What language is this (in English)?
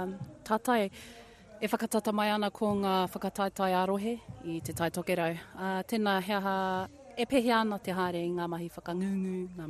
Māori